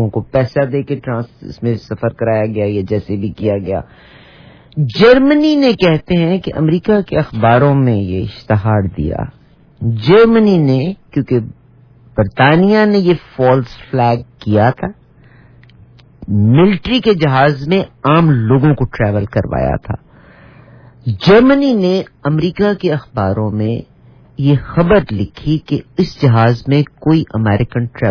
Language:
Urdu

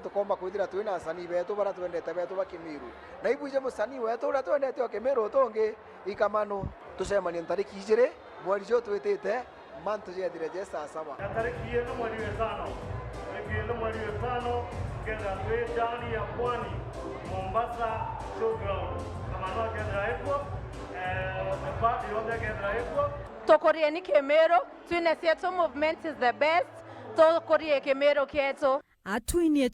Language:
Meru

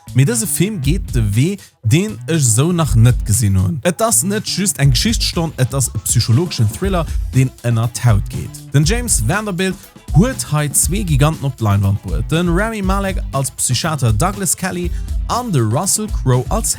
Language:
Luxembourgish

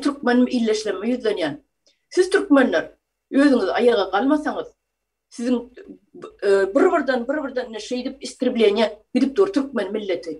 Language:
Turkmen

